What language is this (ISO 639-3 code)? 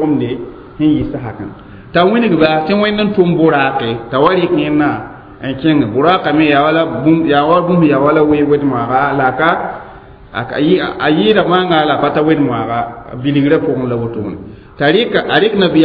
mos